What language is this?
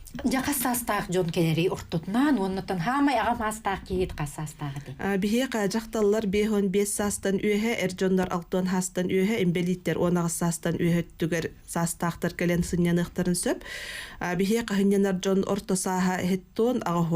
Yakut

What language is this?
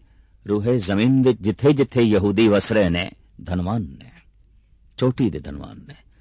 Punjabi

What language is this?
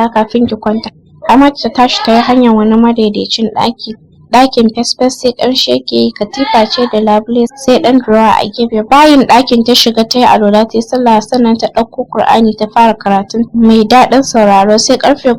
Hausa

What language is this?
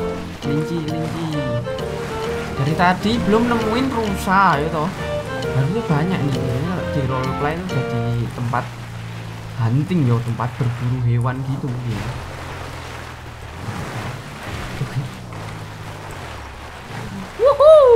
Indonesian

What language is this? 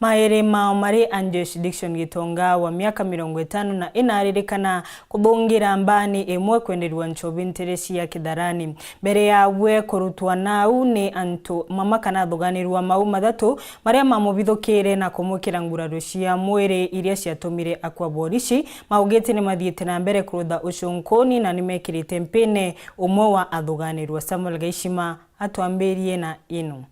Meru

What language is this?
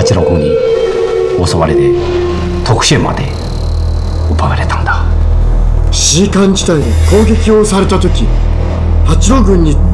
Japanese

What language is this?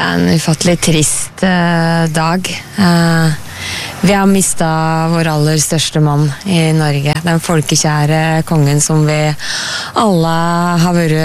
Norwegian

